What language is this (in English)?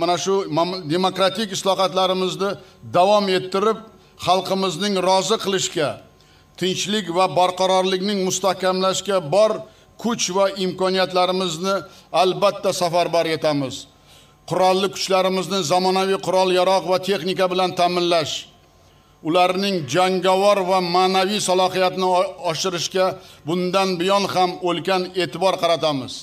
Uzbek